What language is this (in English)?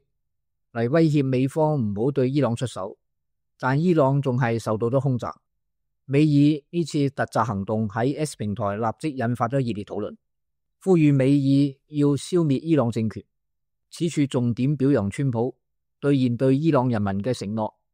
Cantonese